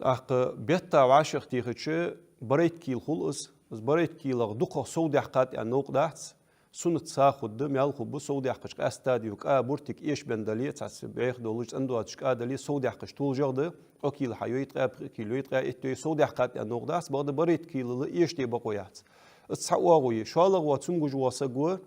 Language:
Ingush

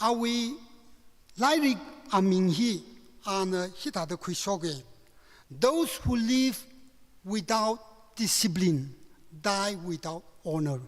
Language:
Tangkhul Naga (India)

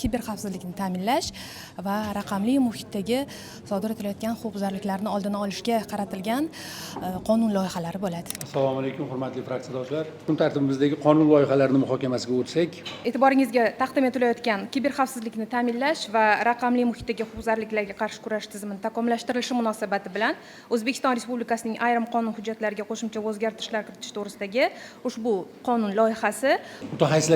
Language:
Uzbek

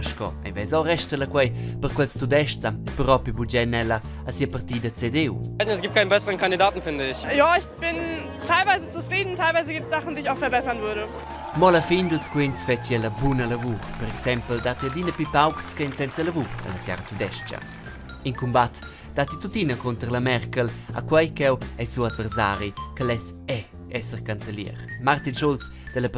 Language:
Romansh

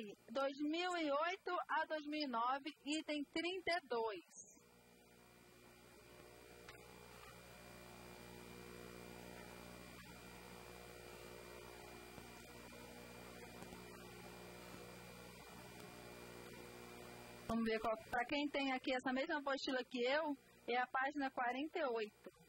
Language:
Portuguese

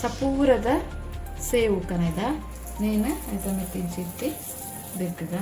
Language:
Tulu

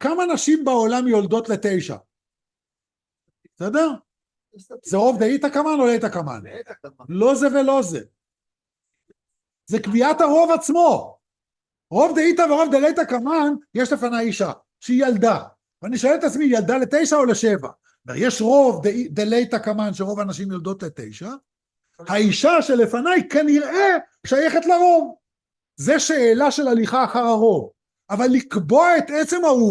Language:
Hebrew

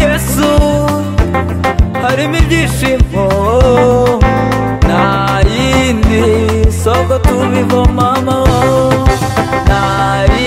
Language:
Kinyarwanda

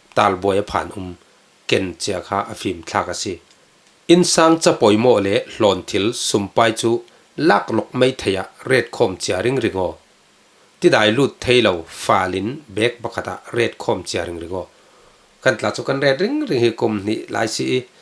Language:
Falam Chin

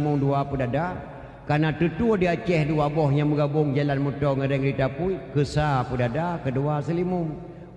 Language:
Achinese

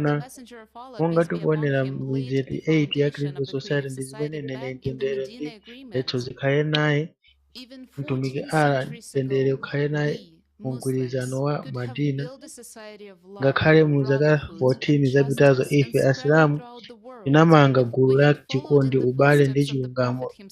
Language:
Nyanja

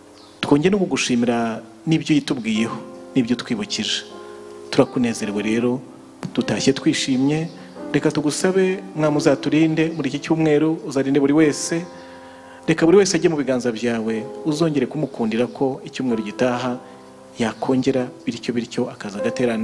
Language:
Kinyarwanda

